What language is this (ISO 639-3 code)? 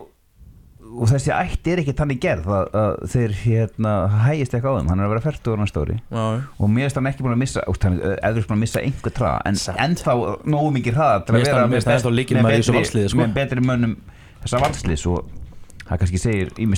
isl